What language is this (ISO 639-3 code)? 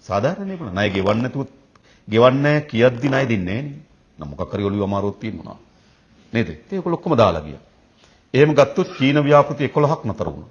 sin